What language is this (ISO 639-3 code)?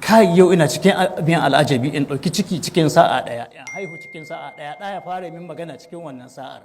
hau